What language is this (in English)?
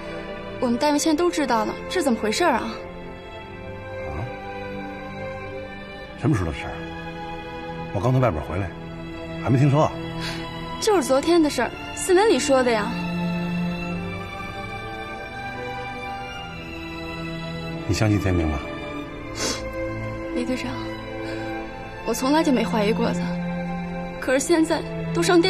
Chinese